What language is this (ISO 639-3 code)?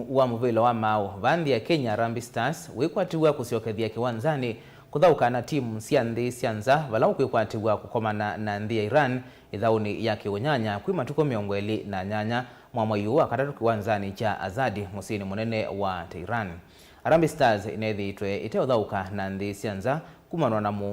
kam